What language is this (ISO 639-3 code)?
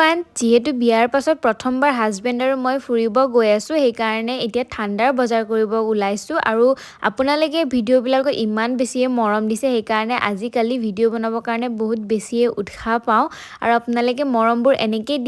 asm